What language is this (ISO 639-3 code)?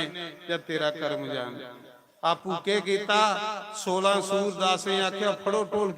doi